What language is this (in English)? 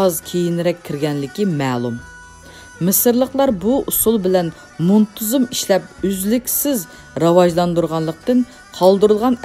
Uyghur